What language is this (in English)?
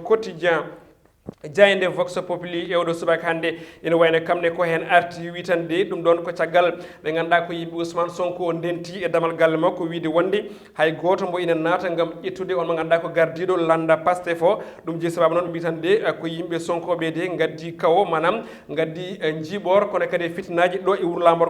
Fula